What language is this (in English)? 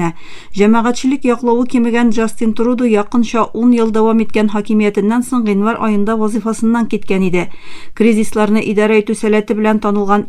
Tatar